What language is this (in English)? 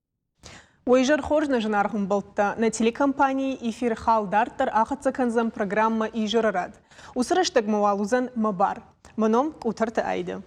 Ossetic